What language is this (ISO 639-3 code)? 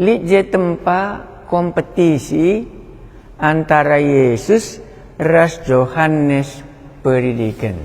btx